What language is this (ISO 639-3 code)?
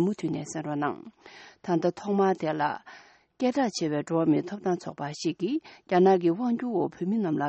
bod